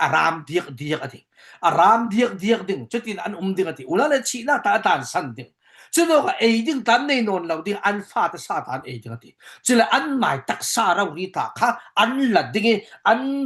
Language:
Falam Chin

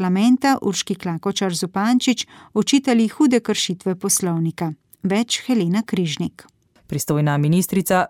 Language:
Slovenian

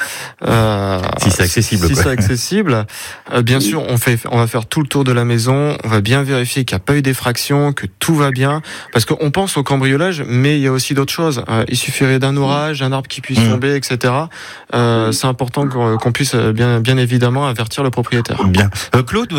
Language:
French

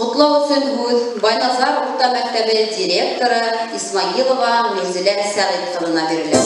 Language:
Bashkir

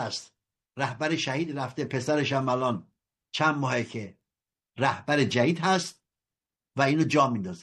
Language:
Persian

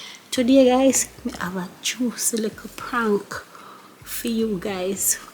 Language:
Jamaican Creole English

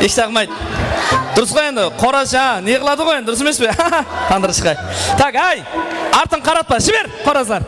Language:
Kara-Kalpak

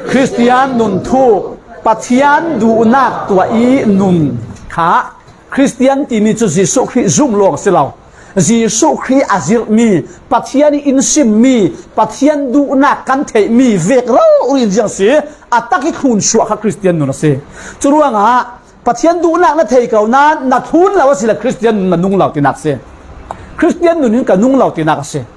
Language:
Falam Chin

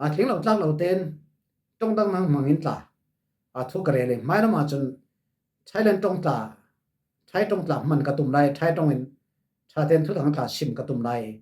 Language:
Falam Chin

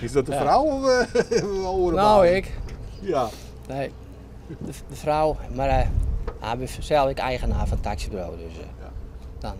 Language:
Western Frisian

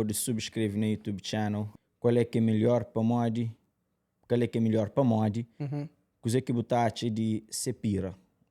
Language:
Kabuverdianu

